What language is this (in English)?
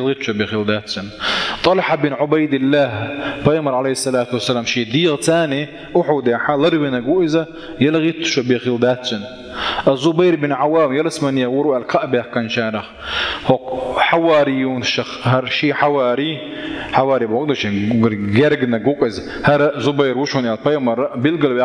Chechen